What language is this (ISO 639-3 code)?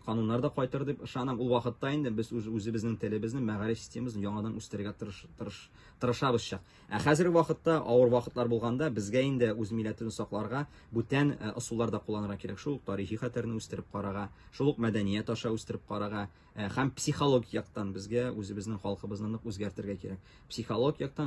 tat